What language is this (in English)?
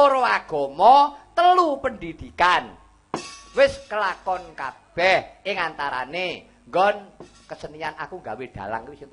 Javanese